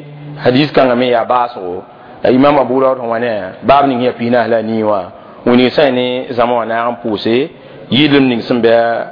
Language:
Mossi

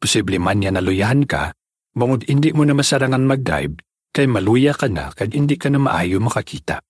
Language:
Hiligaynon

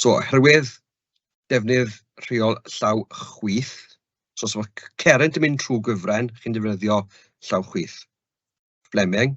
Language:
Welsh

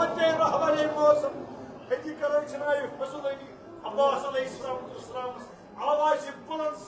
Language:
Kashmiri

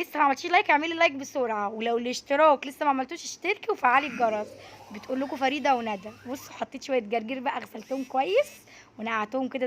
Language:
Egyptian Arabic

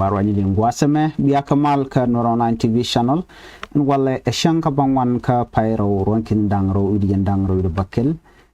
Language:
Nuer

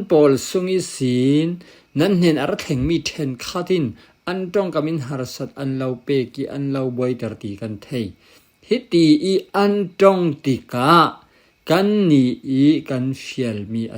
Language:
Falam Chin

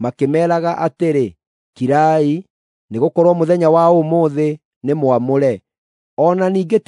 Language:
Kikuyu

